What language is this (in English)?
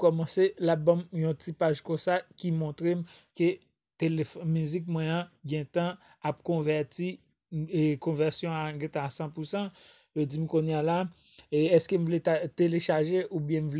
Haitian Creole